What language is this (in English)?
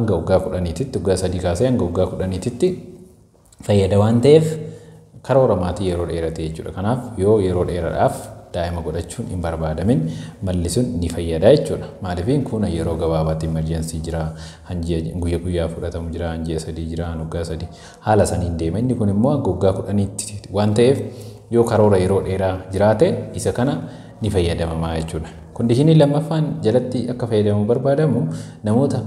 Oromo